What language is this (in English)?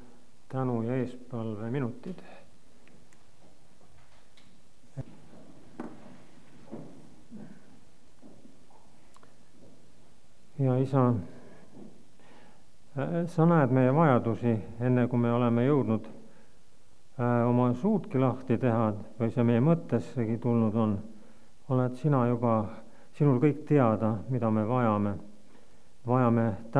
Estonian